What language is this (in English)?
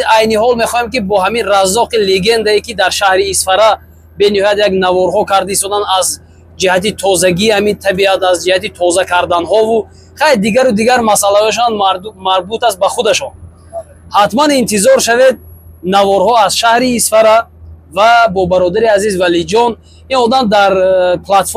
Tajik